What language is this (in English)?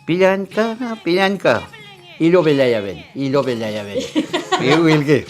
Mapuche